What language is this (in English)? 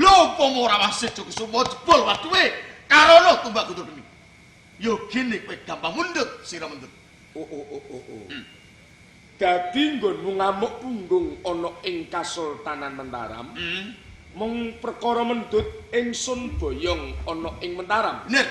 Javanese